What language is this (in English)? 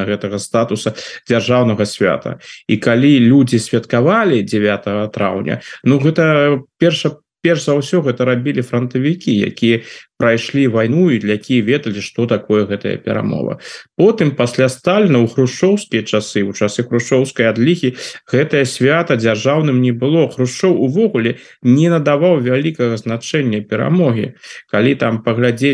Belarusian